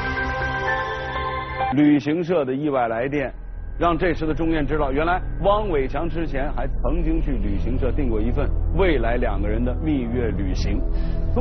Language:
Chinese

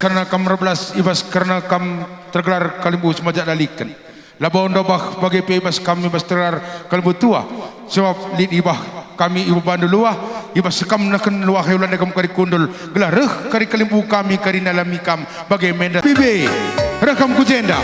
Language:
Batak Karo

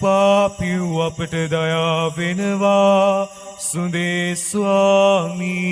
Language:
Sinhala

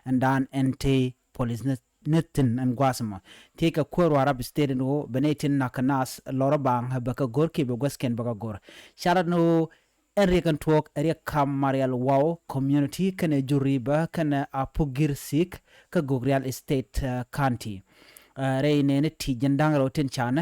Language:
Nuer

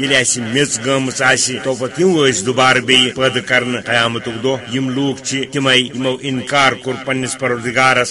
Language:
Kashmiri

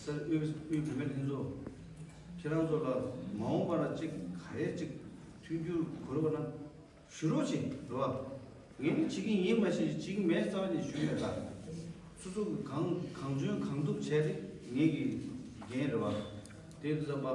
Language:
Tibetan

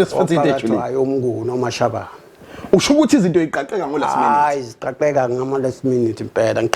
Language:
Zulu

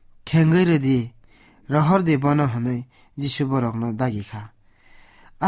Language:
Kok Borok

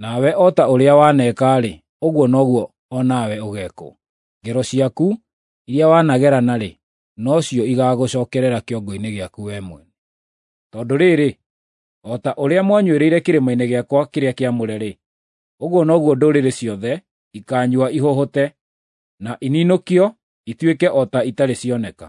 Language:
Kikuyu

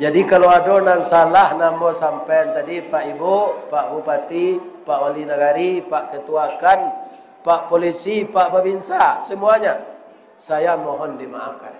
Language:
Minangkabau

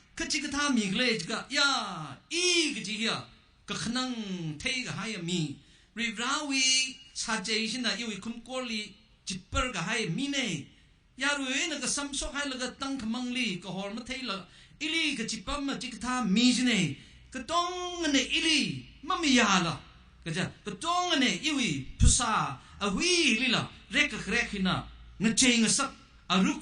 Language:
Tangkhul Naga (India)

